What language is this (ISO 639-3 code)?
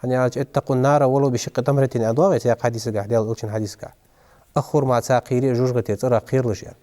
inh